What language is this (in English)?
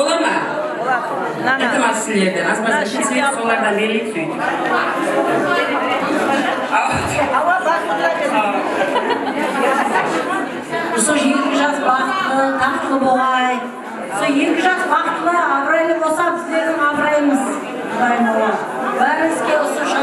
Kara-Kalpak